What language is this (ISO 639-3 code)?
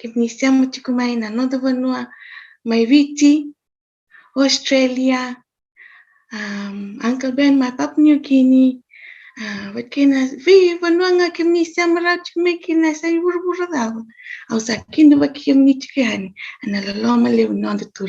fij